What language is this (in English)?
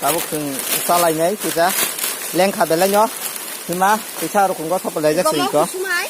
Kok Borok